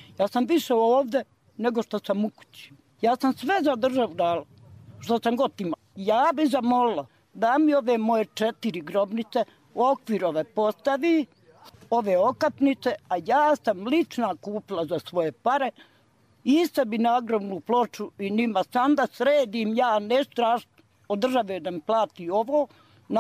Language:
Bosnian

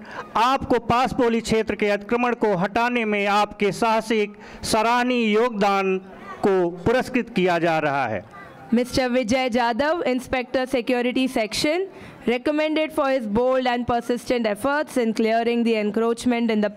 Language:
Hindi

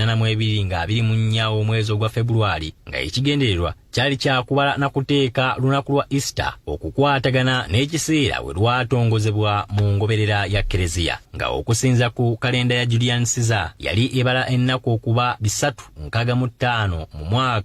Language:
Ganda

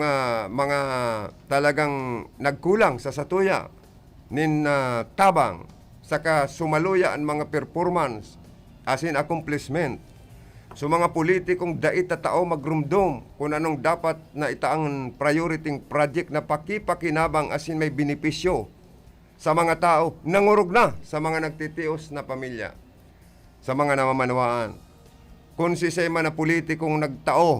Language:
Bikol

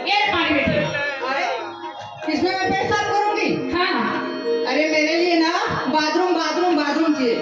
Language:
Chhattisgarhi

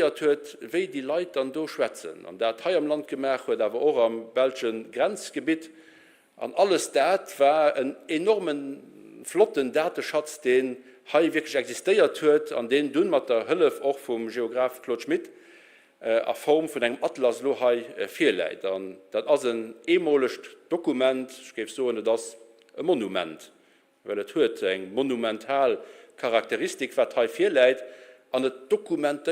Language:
Luxembourgish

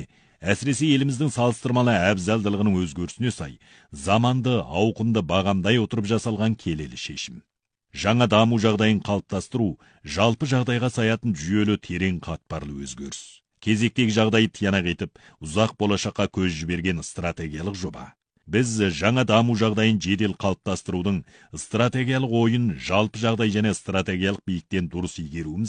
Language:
Kazakh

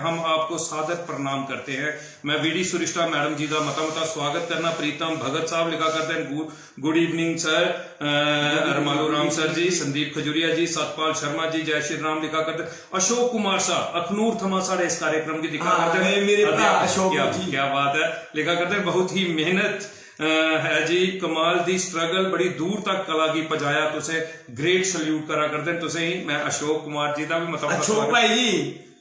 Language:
Dogri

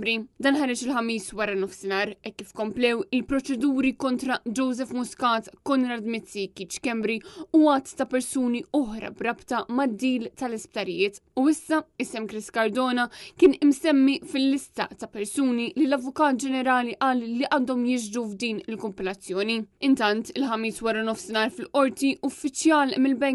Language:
Maltese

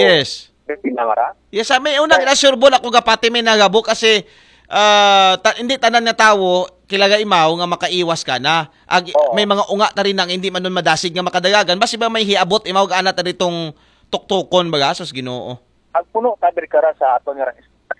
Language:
Aklanon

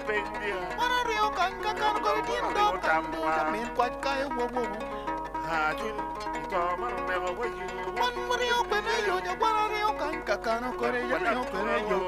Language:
Acoli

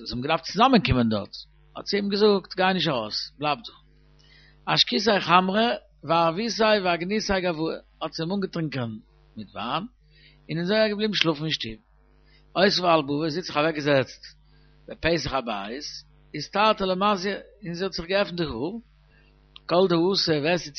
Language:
Yiddish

